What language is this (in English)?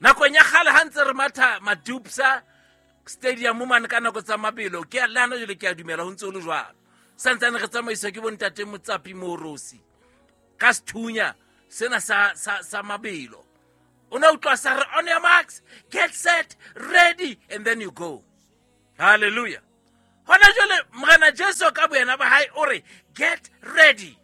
Southern Sotho